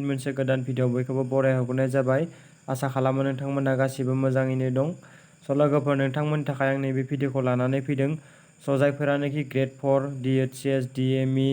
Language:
Bodo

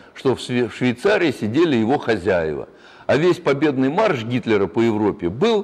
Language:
Russian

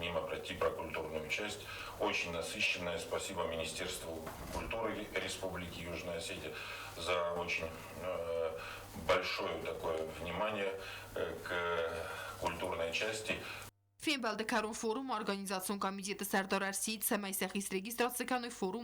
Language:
Ossetic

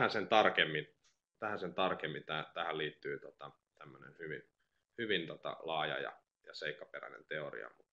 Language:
Finnish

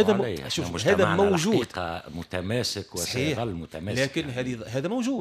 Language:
Tunisian Arabic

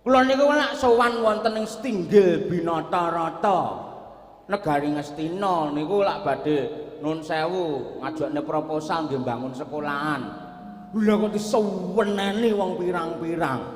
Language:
Javanese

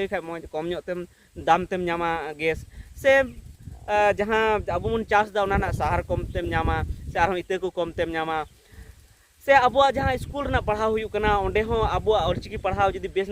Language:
Santali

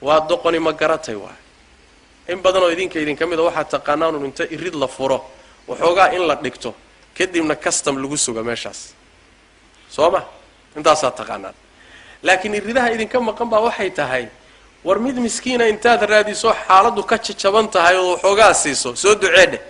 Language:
Somali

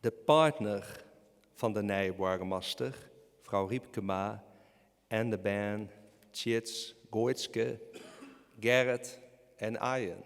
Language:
Western Frisian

